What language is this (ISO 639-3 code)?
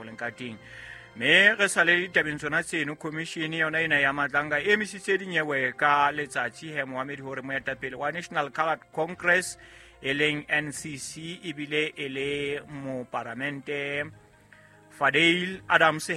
sot